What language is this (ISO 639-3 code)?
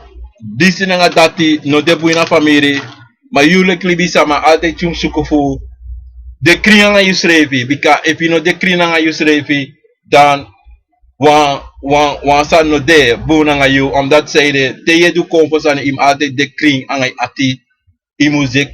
srn